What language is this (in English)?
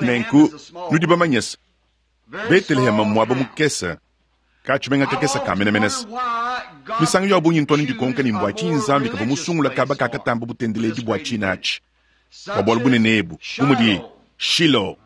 Luba-Lulua